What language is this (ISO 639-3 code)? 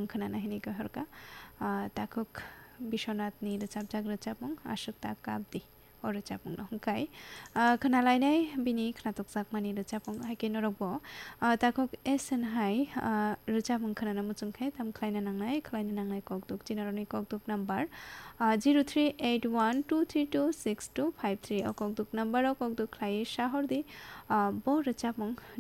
trp